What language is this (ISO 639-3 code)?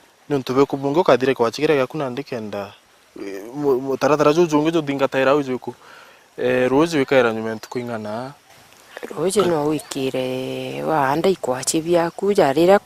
mer